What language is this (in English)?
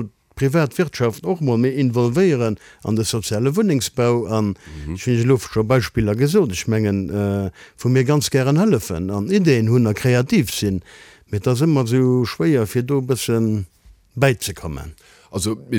Luxembourgish